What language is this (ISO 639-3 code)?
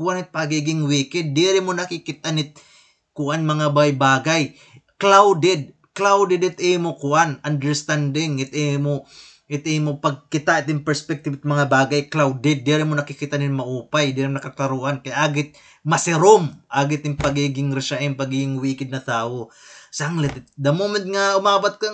war